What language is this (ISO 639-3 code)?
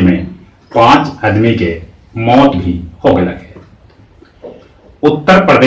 mag